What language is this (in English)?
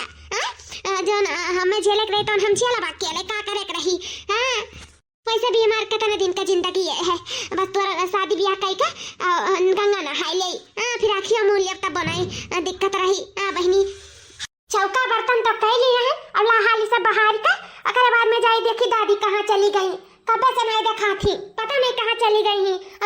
Awadhi